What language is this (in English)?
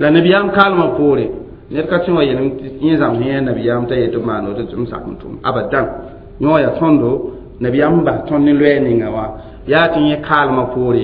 Mossi